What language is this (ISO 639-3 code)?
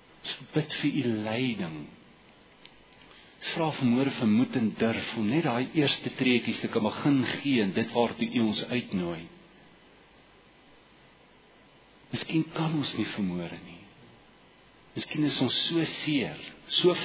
afr